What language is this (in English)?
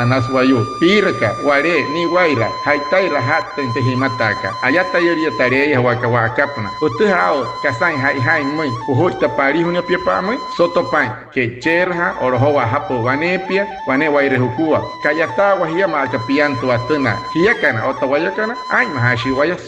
Wayuu